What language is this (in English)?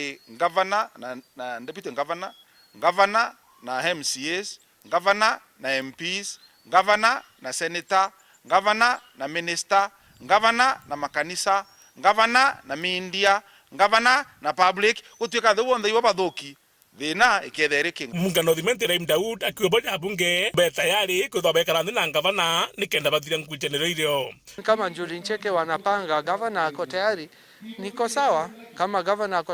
Meru